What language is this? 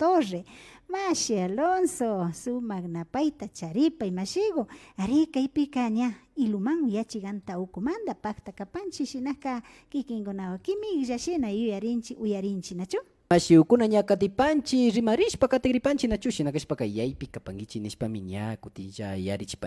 Imbabura Highland Quichua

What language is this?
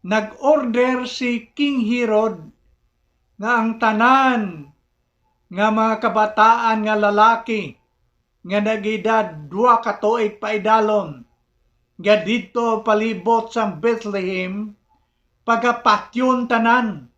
Hiligaynon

